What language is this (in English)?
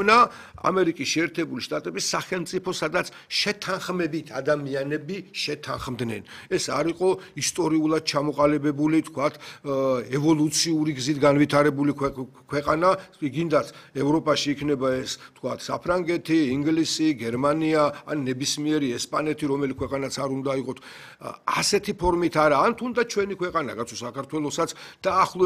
Georgian